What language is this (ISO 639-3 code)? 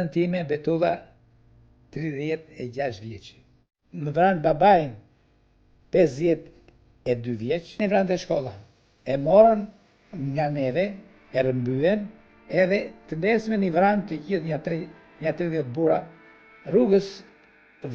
sqi